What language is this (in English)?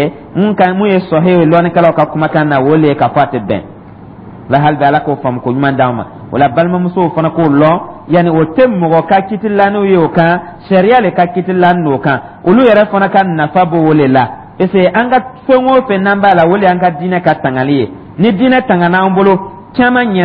Dyula